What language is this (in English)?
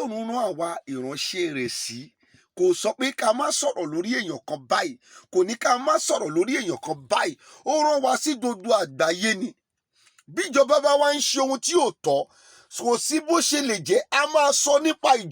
Yoruba